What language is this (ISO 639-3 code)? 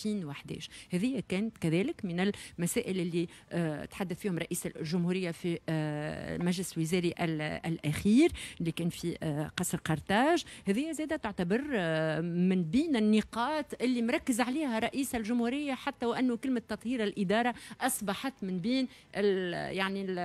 aeb